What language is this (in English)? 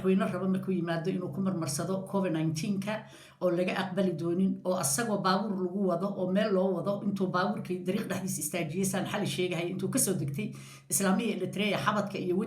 Somali